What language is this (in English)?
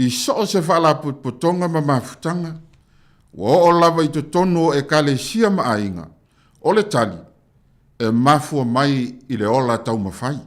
Samoan